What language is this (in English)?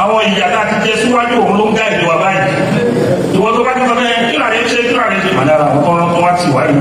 Yoruba